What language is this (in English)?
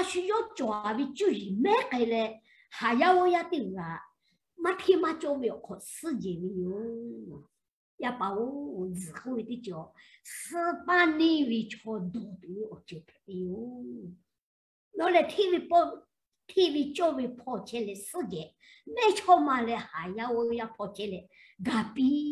Lahu